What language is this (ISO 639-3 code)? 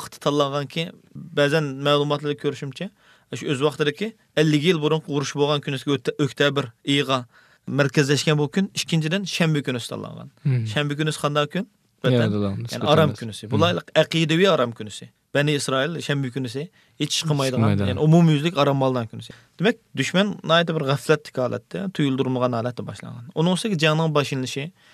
uig